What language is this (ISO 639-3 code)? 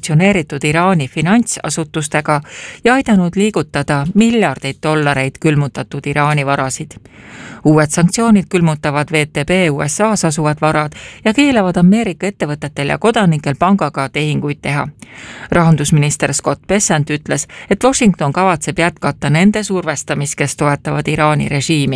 est